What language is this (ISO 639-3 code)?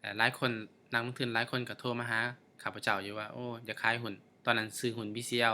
lao